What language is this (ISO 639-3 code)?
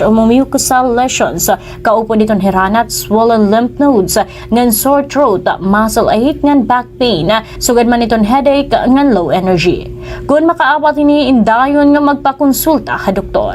war